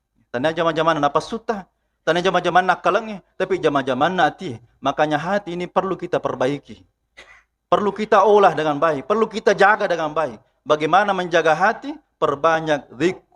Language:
Buginese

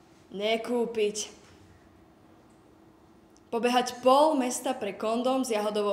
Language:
Slovak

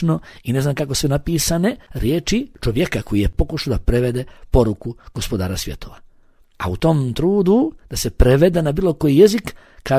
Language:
Bosnian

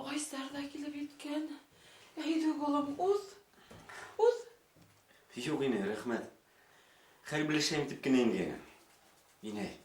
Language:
Bashkir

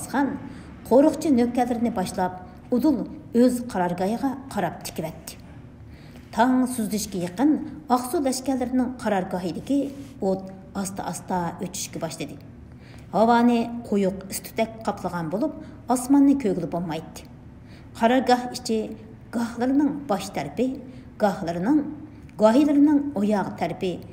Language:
Uyghur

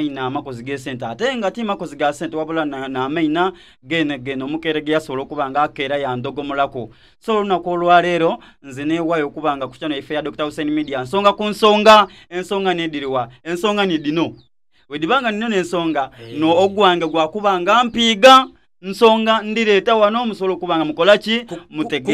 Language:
Soga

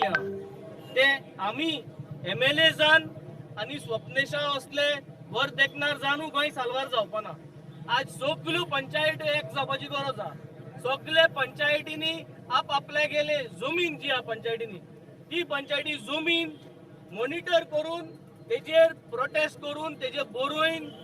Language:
Konkani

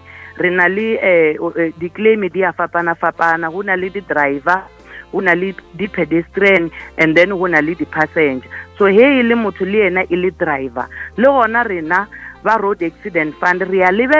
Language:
Northern Sotho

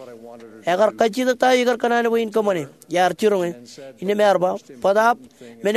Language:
Marshallese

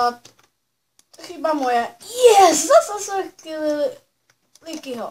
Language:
Czech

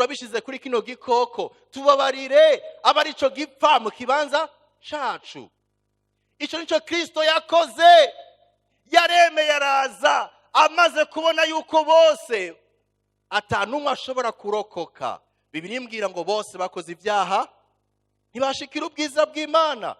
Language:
Rundi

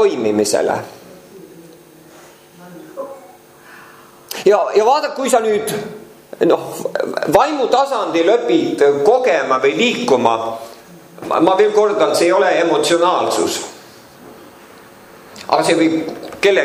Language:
Estonian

